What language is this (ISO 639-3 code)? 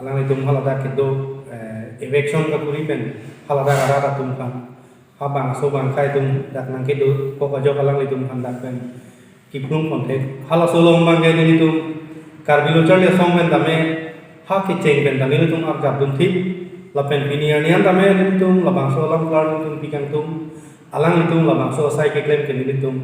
mjw